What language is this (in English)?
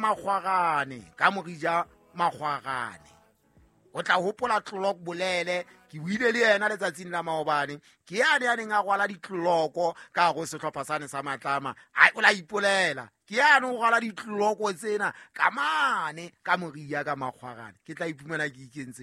Southern Sotho